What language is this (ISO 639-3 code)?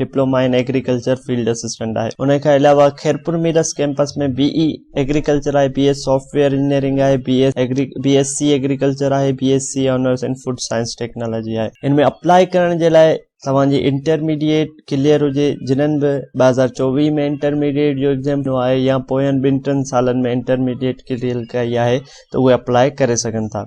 snd